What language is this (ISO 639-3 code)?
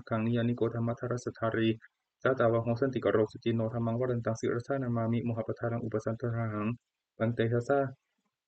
pli